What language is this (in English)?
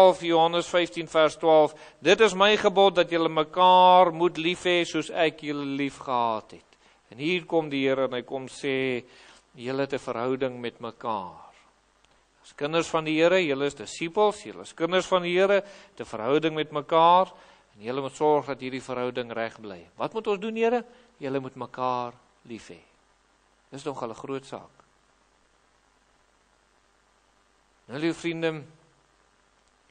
Afrikaans